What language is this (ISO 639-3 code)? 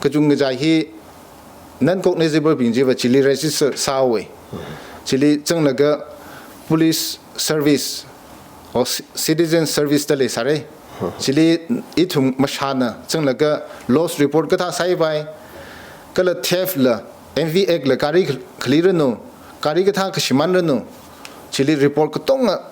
nmf